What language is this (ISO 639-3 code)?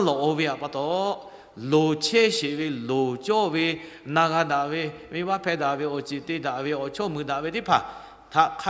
lhu